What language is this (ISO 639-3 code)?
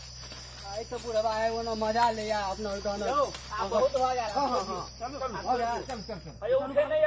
mai